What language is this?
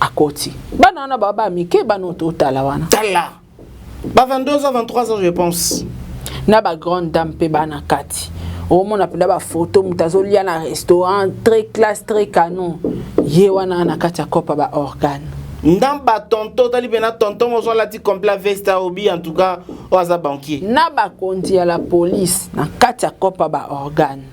Lingala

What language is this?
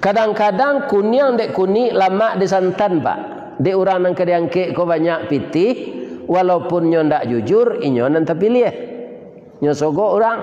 Minangkabau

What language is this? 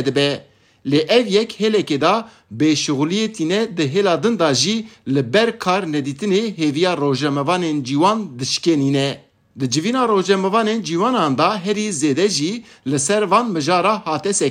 Kurdish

